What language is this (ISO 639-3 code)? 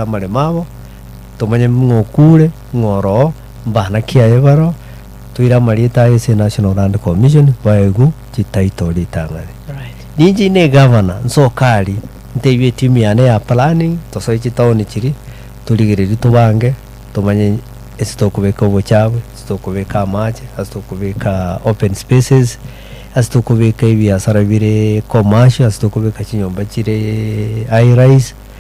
guz